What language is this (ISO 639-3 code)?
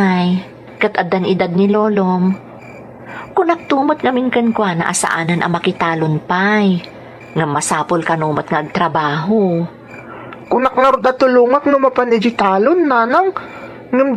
ilo